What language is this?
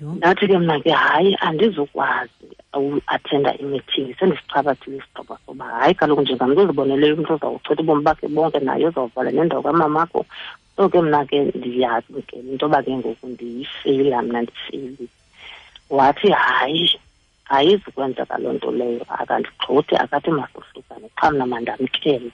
Xhosa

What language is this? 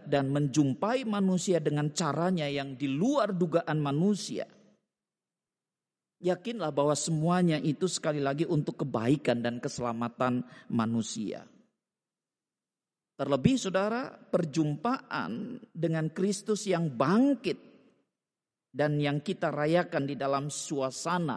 Indonesian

